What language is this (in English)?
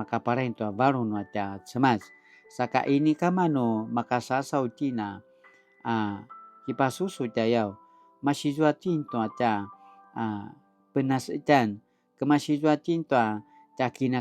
Paiwan